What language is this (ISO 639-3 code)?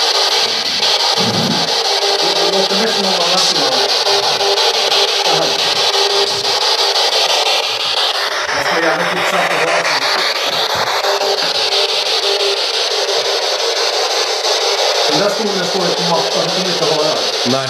swe